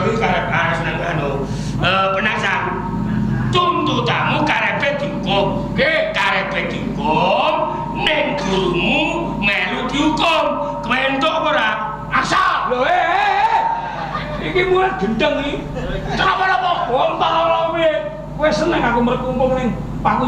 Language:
Javanese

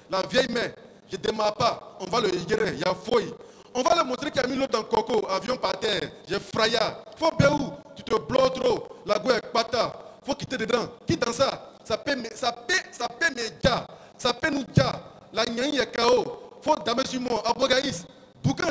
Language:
French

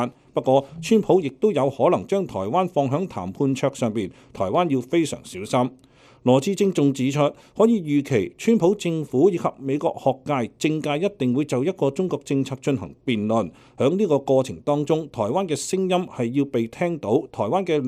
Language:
Cantonese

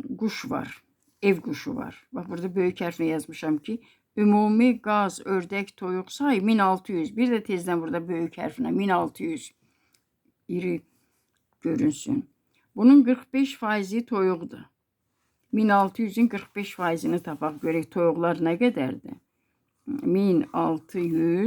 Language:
Azerbaijani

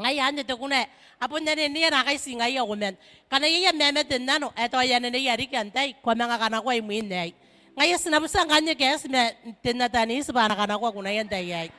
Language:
Gilbertese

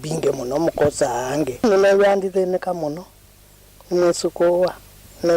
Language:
Kamba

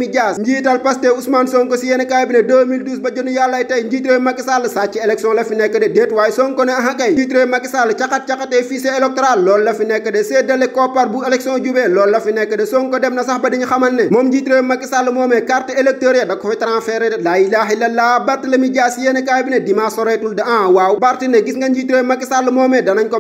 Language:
Wolof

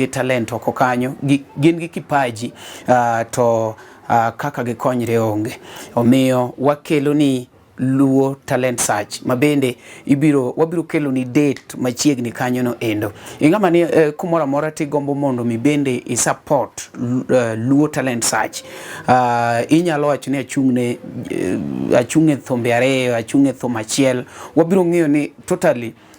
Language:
Luo (Kenya and Tanzania)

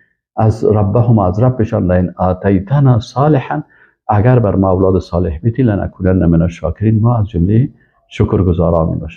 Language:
Persian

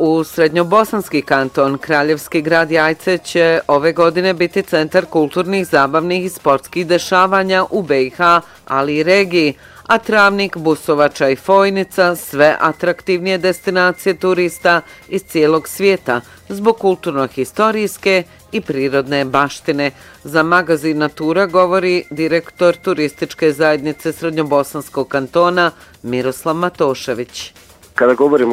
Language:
Bosnian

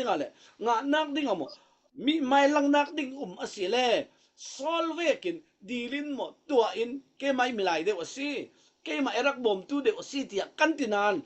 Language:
Falam Chin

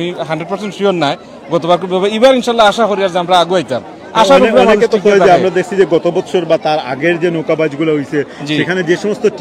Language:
Sylheti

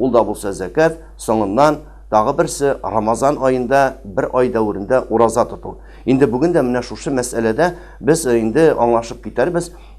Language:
Tatar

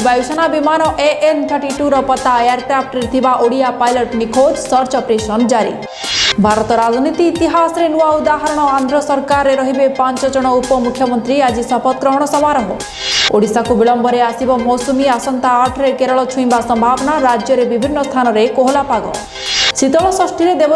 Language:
Odia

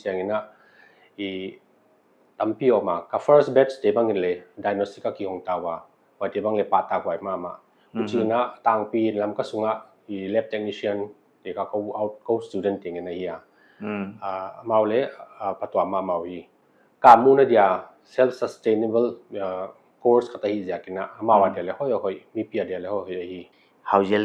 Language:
Paite Chin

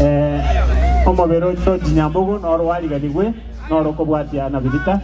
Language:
Gusii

